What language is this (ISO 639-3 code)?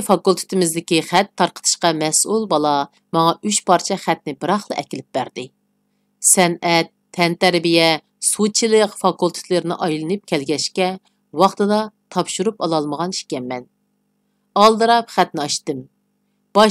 uig